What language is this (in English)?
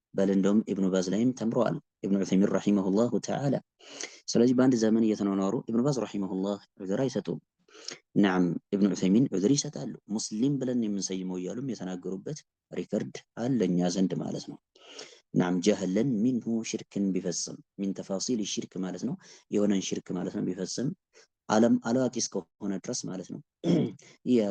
Amharic